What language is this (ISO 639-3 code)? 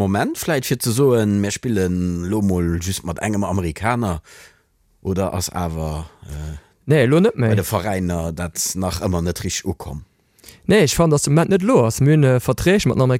ltz